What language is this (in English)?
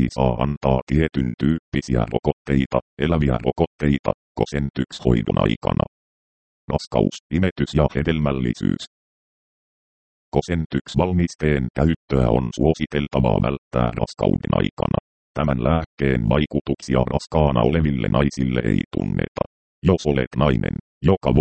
Finnish